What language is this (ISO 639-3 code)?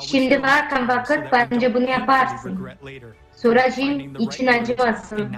gag